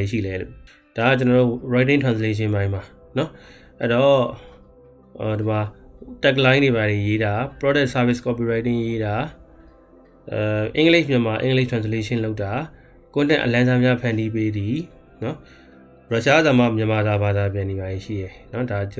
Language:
Burmese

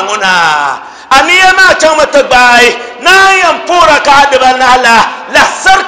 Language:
Dagbani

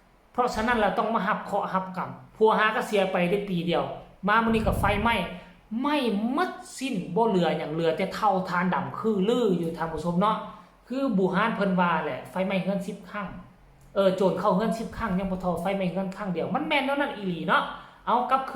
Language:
Northeastern Thai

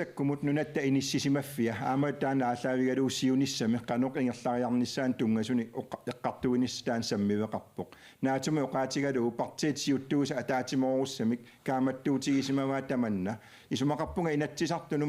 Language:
Kalaallisut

